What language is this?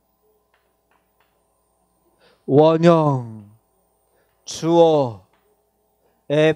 Korean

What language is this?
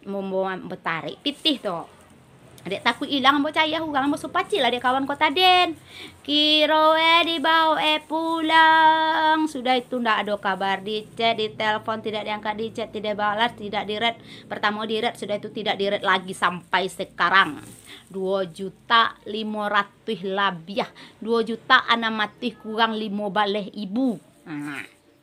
Minangkabau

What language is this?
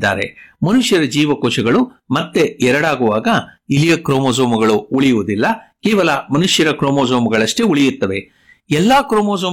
Kannada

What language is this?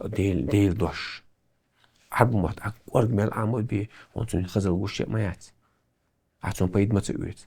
Chechen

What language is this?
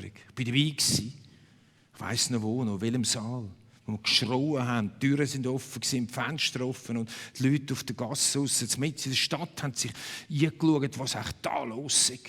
Swiss German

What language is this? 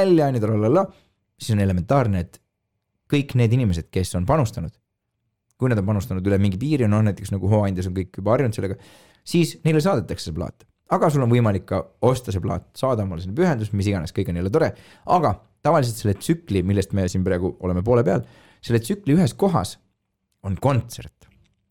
Estonian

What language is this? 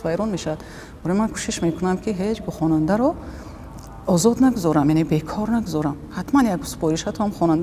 Tajik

